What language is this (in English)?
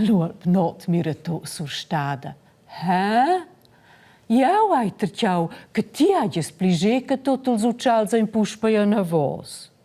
Romansh